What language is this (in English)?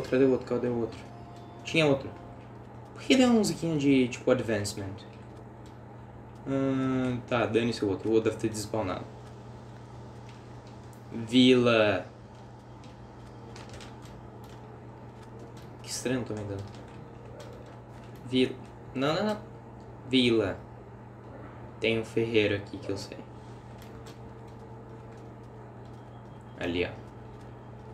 Portuguese